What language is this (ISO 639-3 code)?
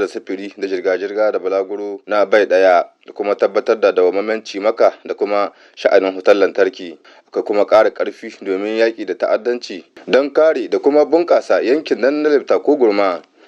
hau